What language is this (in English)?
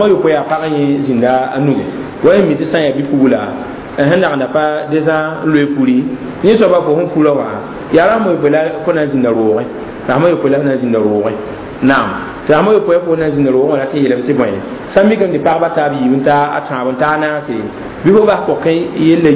Mossi